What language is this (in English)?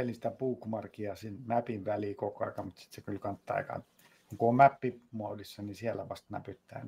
Finnish